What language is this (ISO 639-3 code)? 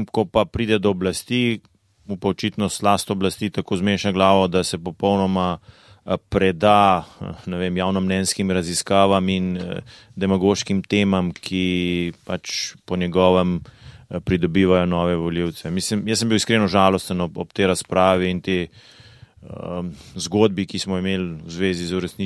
slv